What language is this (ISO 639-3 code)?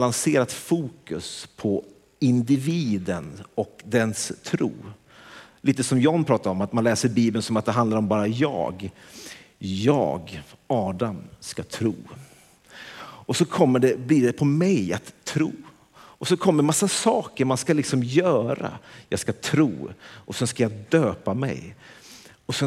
swe